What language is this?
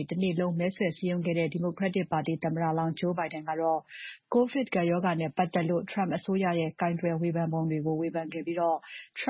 Burmese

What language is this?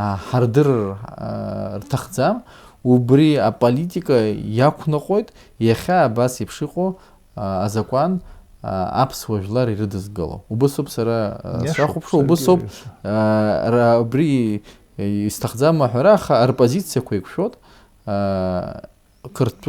Abkhazian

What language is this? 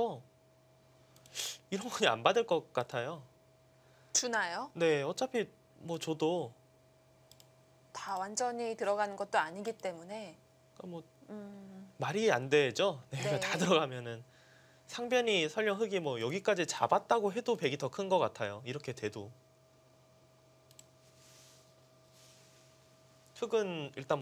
Korean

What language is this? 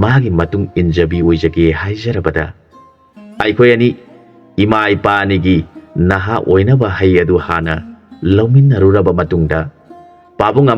Manipuri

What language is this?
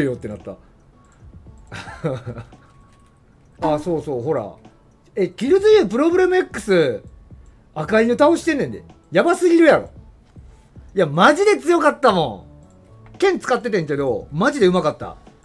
Japanese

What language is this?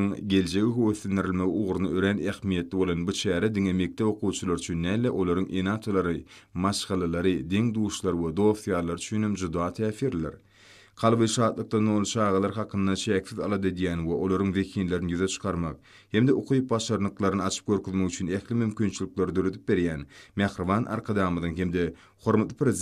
Turkmen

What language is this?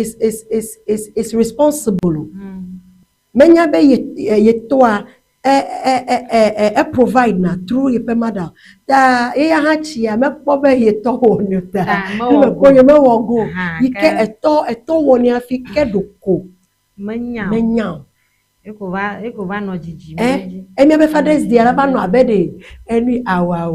Ewe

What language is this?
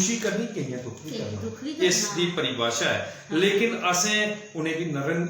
Dogri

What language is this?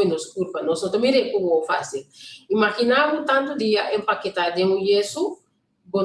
Papiamento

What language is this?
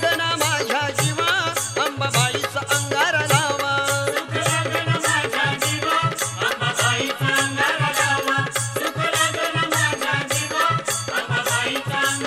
Marathi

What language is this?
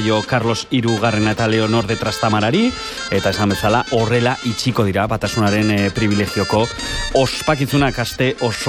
Basque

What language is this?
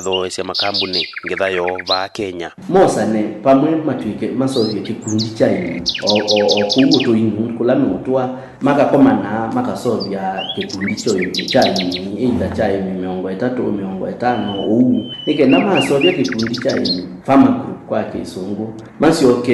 Kamba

